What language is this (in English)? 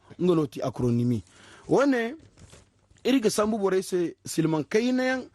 Zarma